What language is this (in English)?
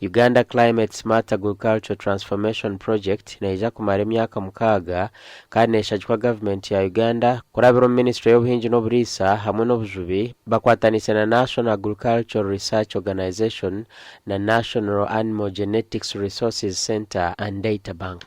Nyankole